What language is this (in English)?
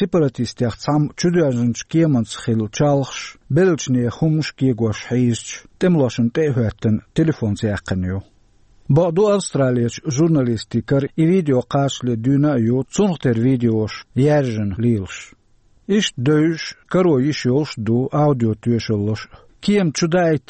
Chechen